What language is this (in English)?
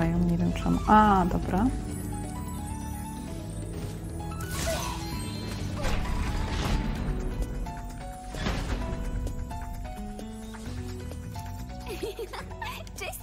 Polish